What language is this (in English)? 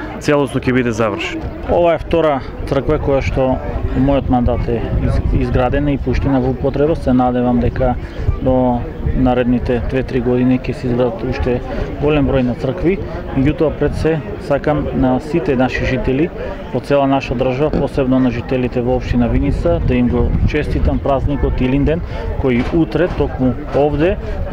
Macedonian